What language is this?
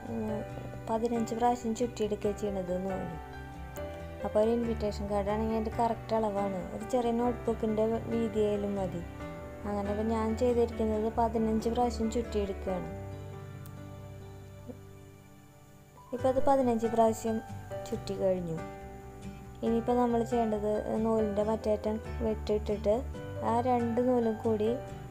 Malayalam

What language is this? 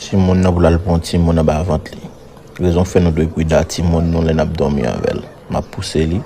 Haitian Creole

